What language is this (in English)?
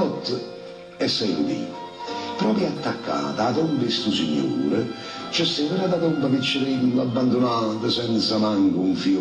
Neapolitan